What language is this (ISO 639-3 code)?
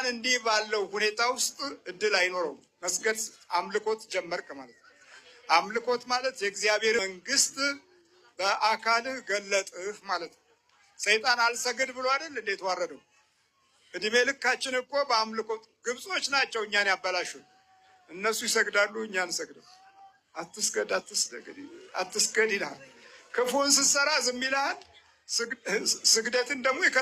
amh